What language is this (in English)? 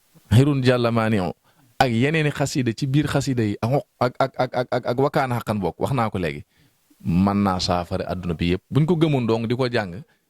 Wolof